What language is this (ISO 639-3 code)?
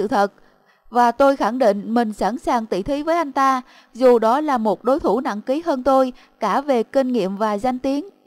vie